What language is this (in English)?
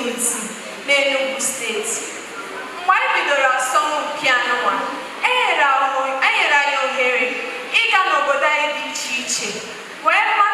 Igbo